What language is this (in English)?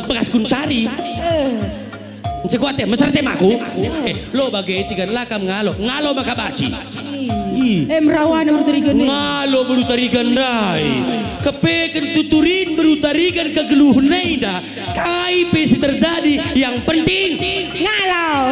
Batak Karo